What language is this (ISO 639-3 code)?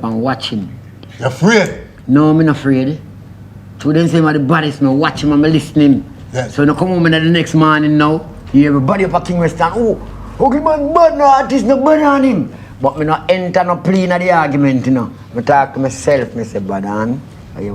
jam